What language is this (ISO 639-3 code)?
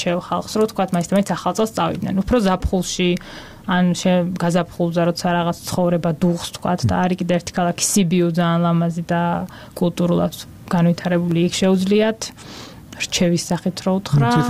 kat